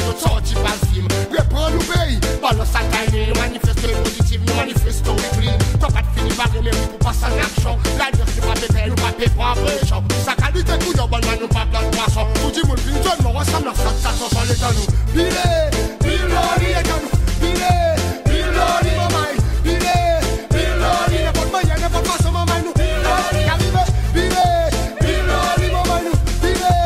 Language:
Seselwa Creole French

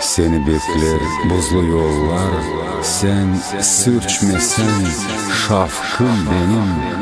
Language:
Gagauz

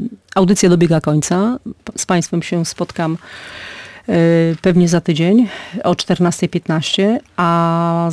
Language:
Polish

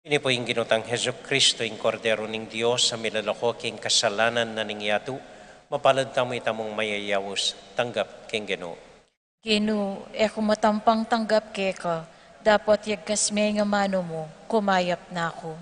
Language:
Pampanga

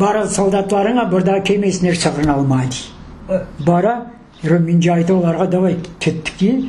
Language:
Crimean Tatar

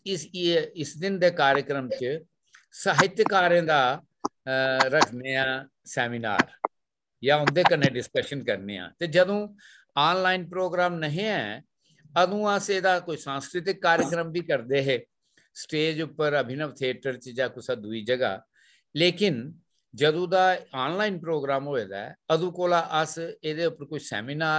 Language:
Dogri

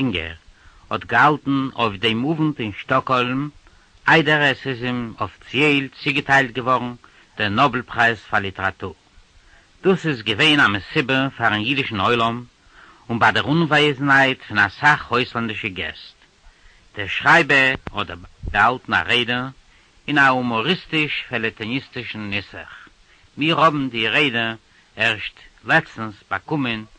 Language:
Yiddish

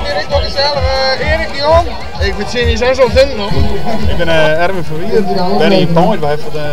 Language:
Western Frisian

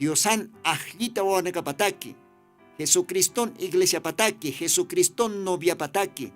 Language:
Aymara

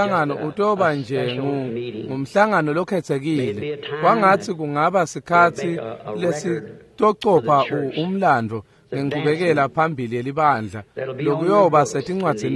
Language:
Swati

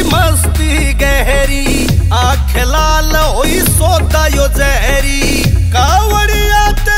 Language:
Haryanvi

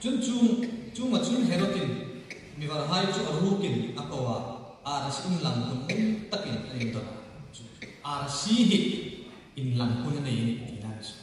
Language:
Hmar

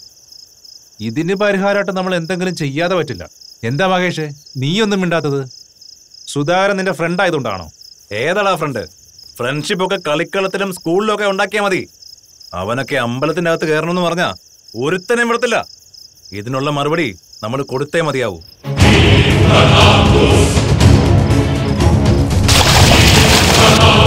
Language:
Malayalam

